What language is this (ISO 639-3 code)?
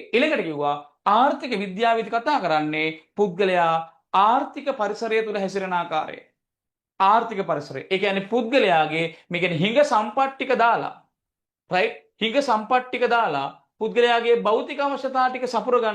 sin